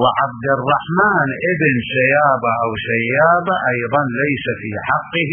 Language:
Mesopotamian Arabic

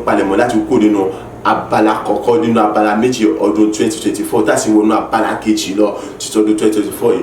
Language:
Yoruba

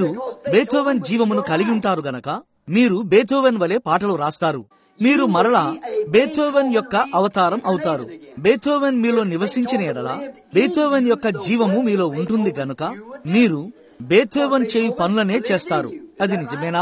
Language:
Telugu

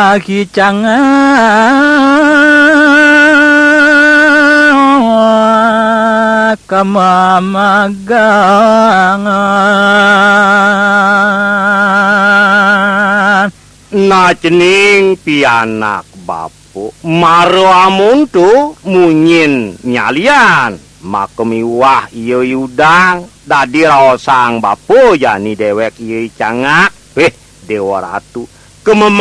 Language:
Balinese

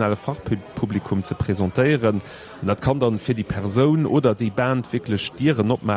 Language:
Luxembourgish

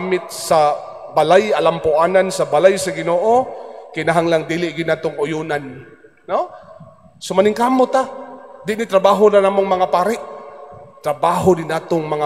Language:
Cebuano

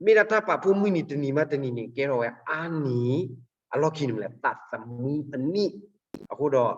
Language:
S'gaw Karen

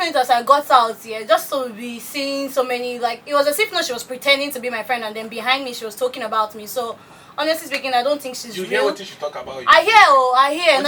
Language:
Nigerian Pidgin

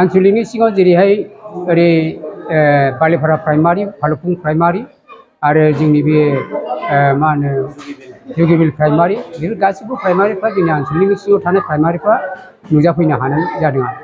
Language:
Bodo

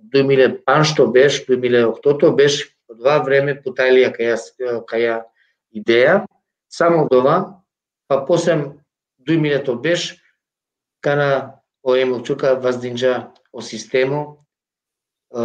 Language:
Balkan Romani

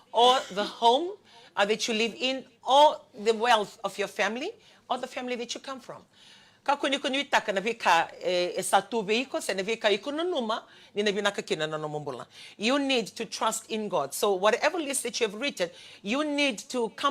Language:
Fijian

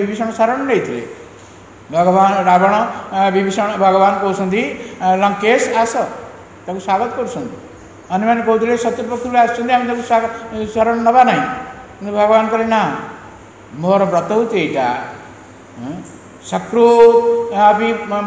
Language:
Odia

